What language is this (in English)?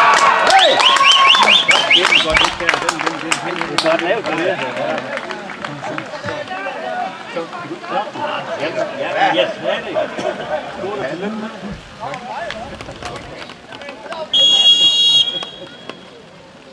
Danish